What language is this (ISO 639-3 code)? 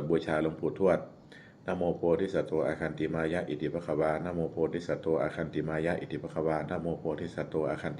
pli